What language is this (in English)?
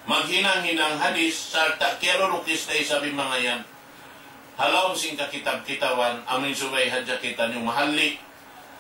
Tausug